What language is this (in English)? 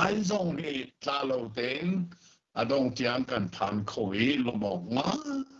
Hakha Chin